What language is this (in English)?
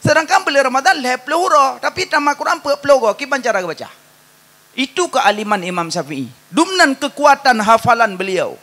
Achinese